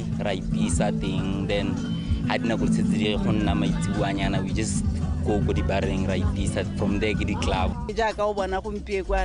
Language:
Tswana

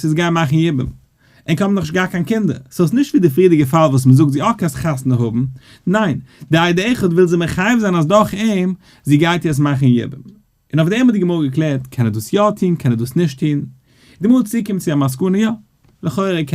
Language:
Yiddish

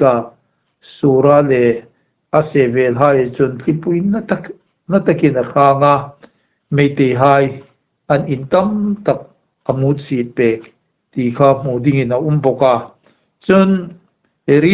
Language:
Hmar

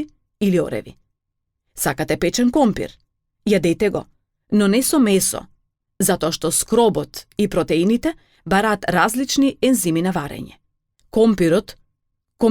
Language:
Macedonian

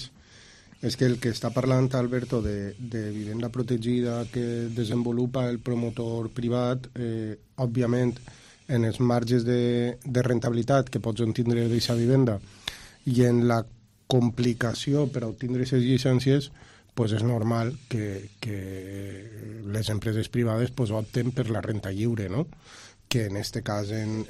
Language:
Catalan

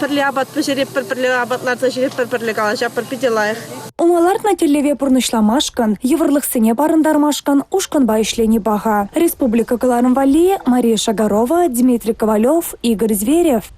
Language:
Chuvash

